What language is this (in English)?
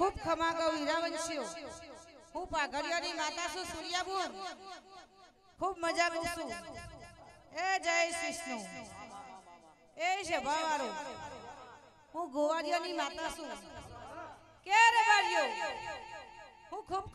Gujarati